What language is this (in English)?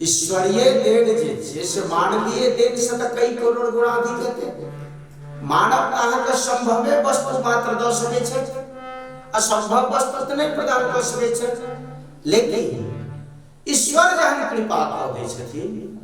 Maithili